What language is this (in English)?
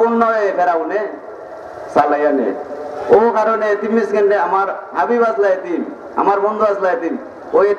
Sylheti